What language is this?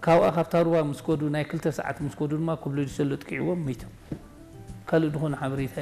Tigrinya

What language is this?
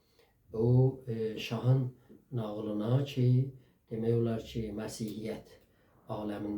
South Azerbaijani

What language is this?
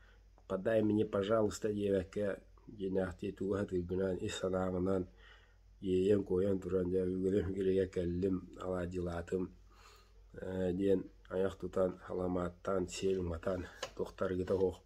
Yakut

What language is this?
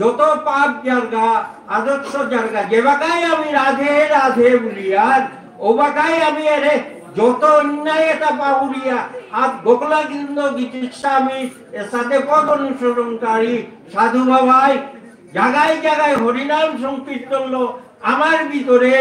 Bishnupriya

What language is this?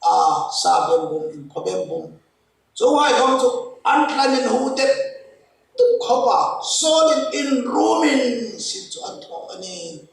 Hmar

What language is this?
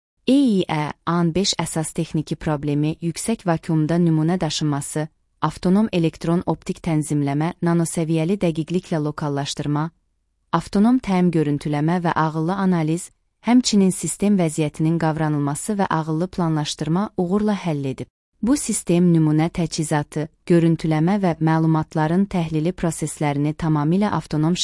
Azerbaijani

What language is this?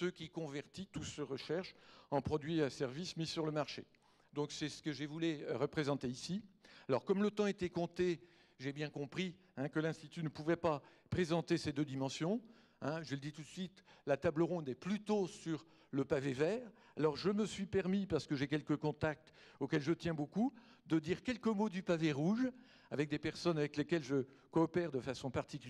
French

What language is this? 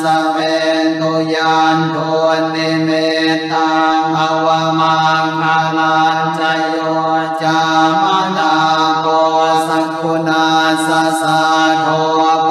Pali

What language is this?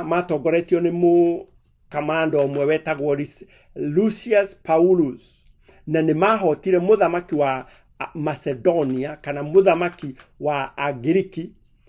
Kikuyu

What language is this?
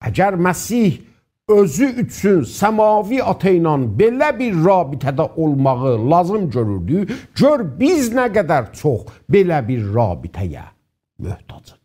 South Azerbaijani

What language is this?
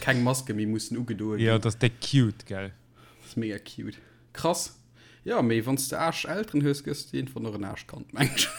Luxembourgish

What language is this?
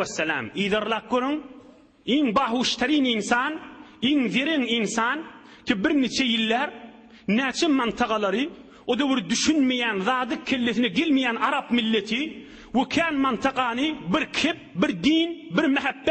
Turkmen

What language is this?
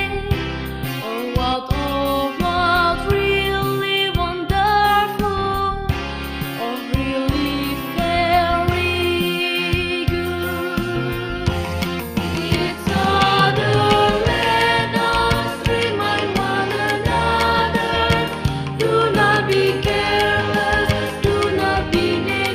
Batak Karo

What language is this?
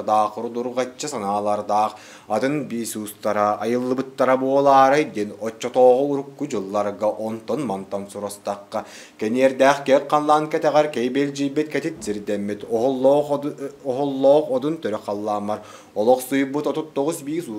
Yakut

